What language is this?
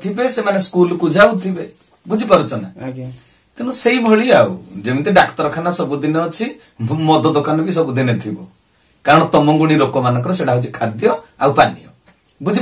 Odia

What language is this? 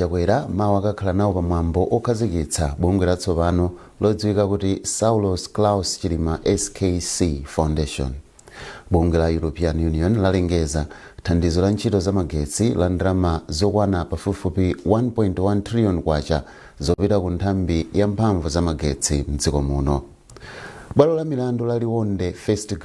Nyanja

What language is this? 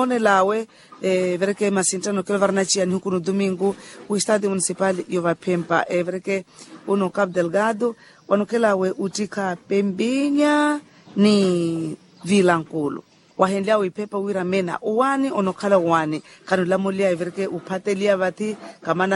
Makhuwa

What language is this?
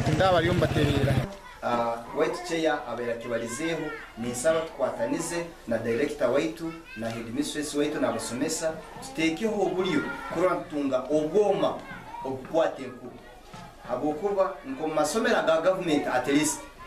Nyankole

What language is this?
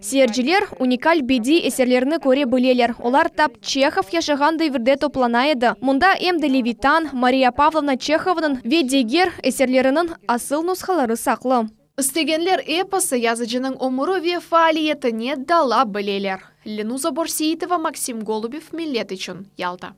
Crimean Tatar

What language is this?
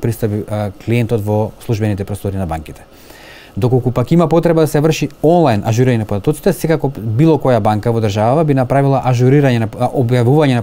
Macedonian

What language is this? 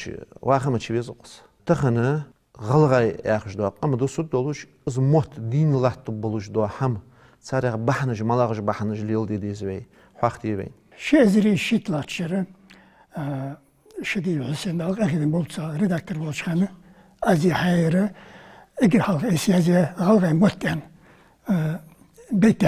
Ingush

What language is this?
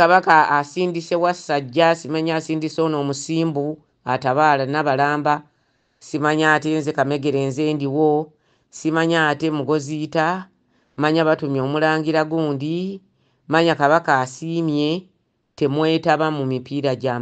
Ganda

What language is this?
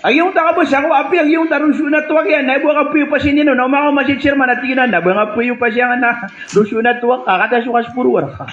Maranao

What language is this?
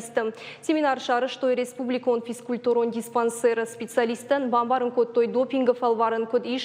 Ossetic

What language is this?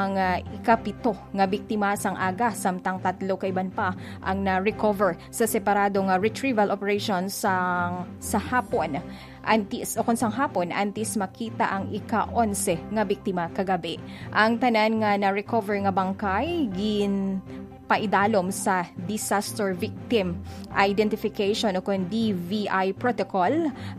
Hiligaynon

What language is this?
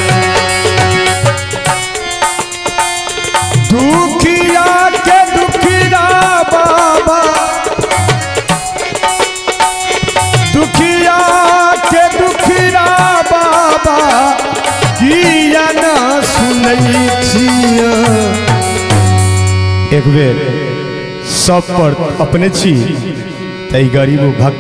Maithili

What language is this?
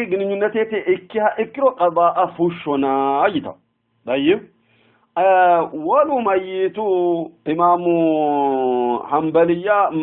Sidamo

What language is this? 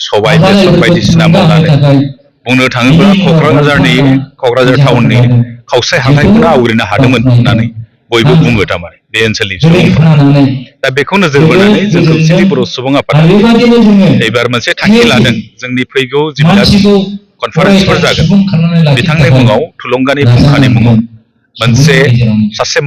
Bodo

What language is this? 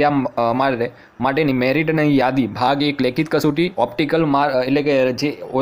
Gujarati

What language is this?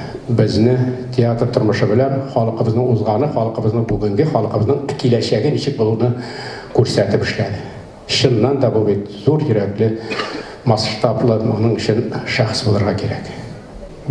Tatar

